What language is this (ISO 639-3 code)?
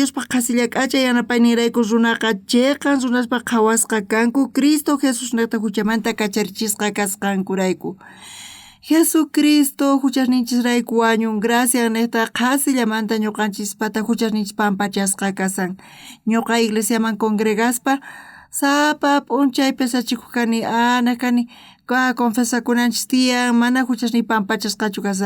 quh